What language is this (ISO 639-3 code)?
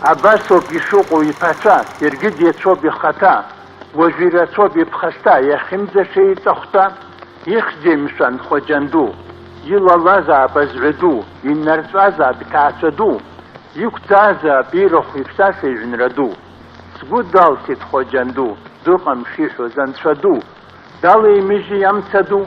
abk